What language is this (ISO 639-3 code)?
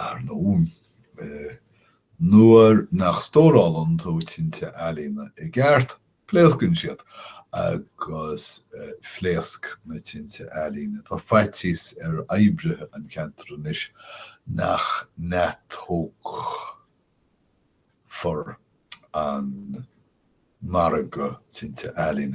gle